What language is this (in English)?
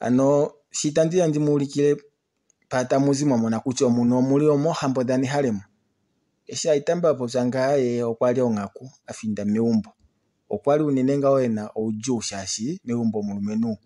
Kuanyama